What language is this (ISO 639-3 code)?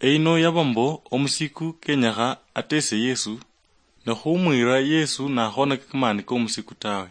luy